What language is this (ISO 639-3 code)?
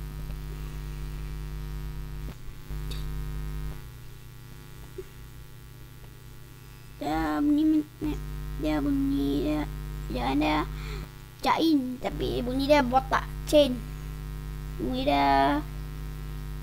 msa